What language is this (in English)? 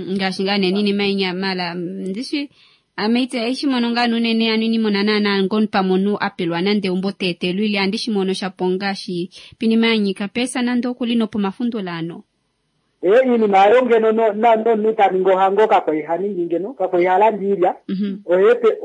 Kuanyama